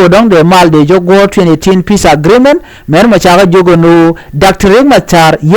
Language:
Nuer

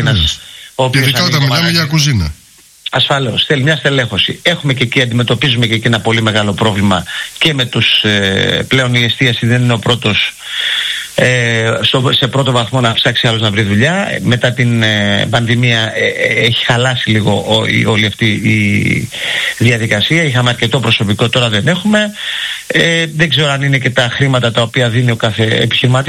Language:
Greek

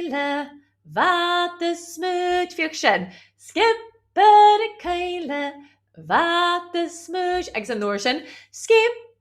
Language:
Scottish Gaelic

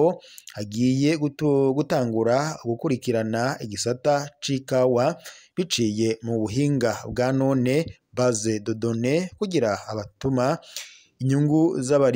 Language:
Rundi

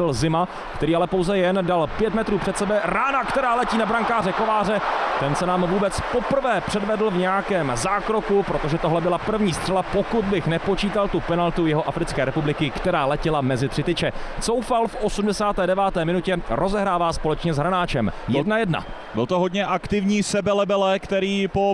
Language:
Czech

